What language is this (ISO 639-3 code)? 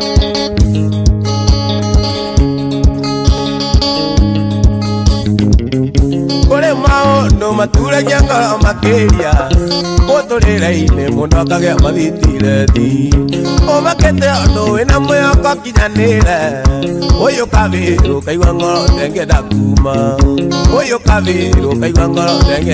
kik